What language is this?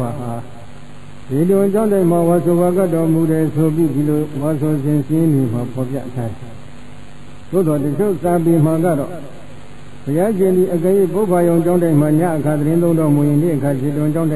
Burmese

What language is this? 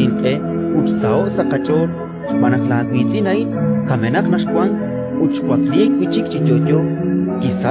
Kekchí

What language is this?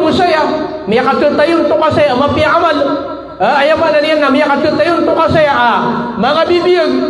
Maranao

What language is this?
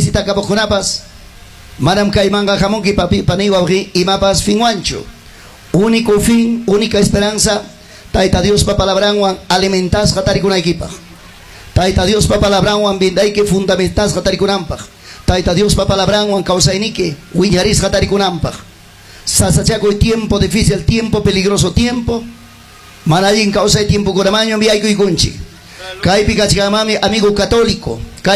Ayacucho Quechua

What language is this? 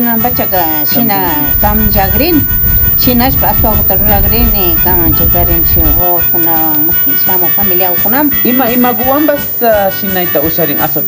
Imbabura Highland Quichua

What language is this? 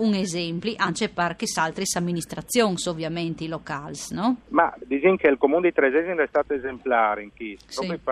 Friulian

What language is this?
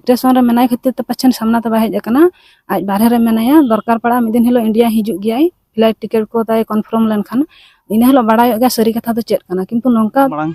Santali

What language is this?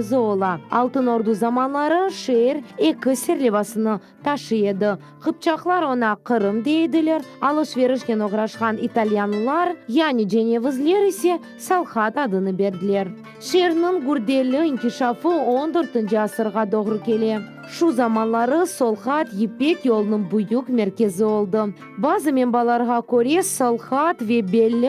Crimean Tatar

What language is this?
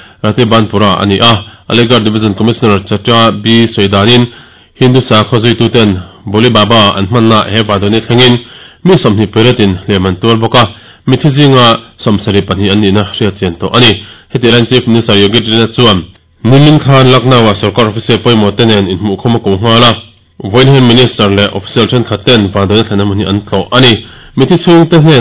Mizo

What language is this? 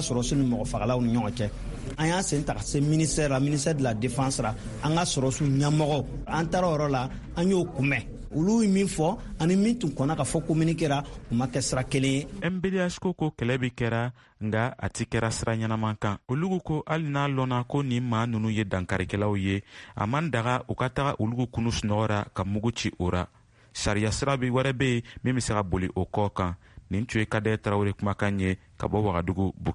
Bambara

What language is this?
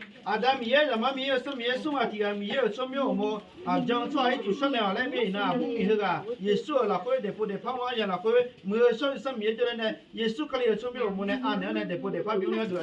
Akha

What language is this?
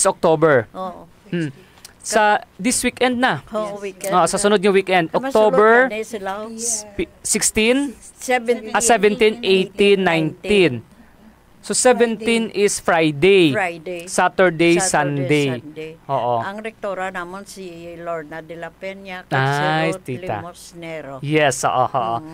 Hiligaynon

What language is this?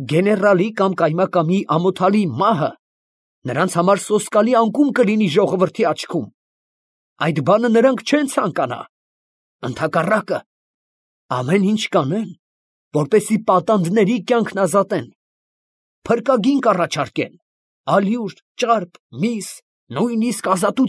Armenian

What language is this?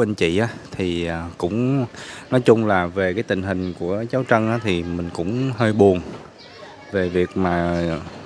Vietnamese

